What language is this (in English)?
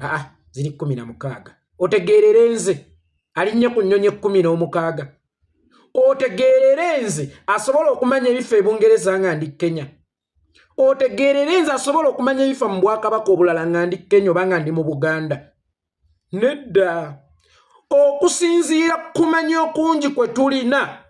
Ganda